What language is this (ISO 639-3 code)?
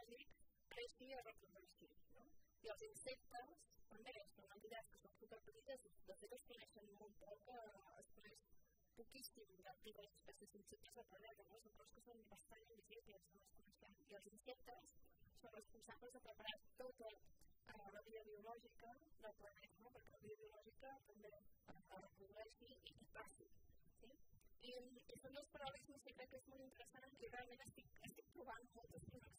cat